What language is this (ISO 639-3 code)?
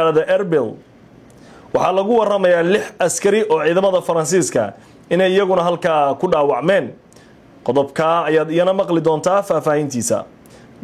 som